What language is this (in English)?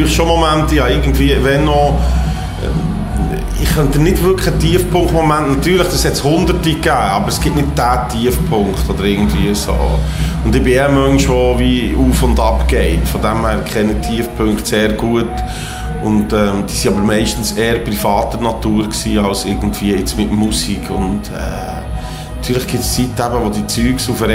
Swiss German